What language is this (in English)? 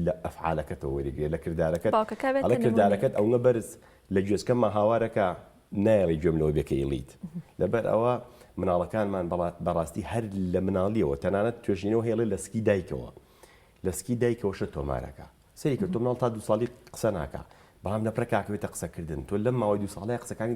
Central Kurdish